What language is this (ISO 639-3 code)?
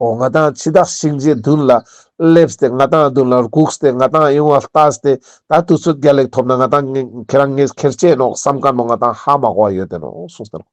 lbj